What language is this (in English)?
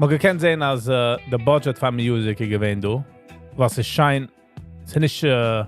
Yiddish